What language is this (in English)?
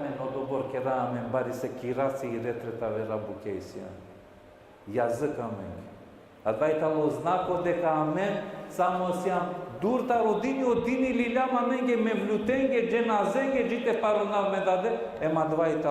Balkan Romani